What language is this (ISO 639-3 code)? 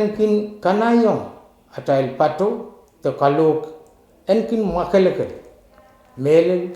pon